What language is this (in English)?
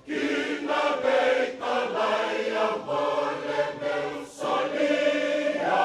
Fijian